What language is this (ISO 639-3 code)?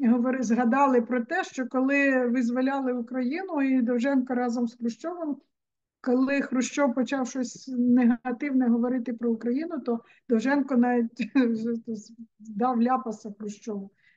ukr